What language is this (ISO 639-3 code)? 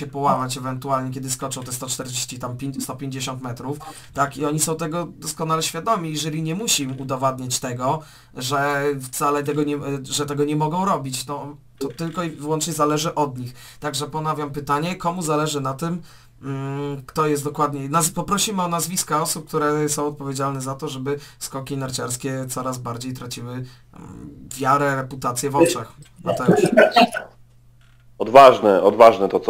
pol